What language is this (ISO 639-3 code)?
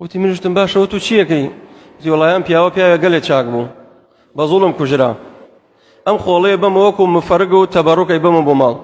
ckb